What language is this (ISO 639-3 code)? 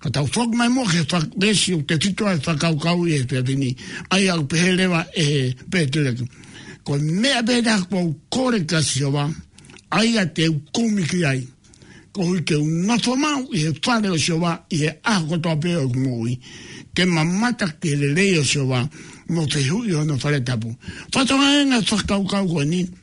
ton